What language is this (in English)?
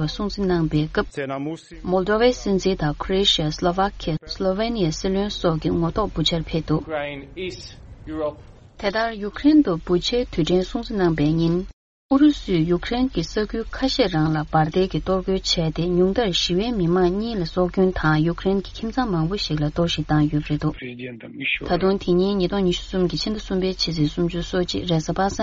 Tibetan